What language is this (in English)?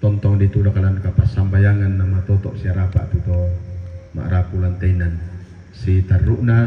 Toraja-Sa'dan